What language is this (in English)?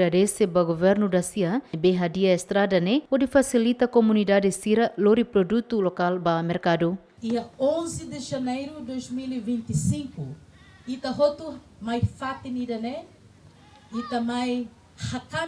Tetum